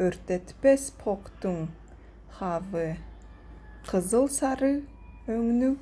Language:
Tuvinian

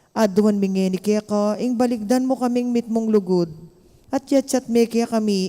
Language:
Pampanga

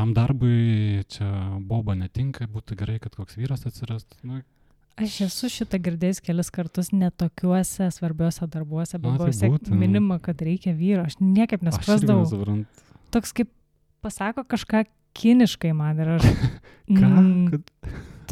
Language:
Lithuanian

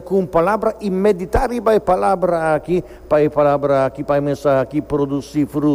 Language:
Papiamento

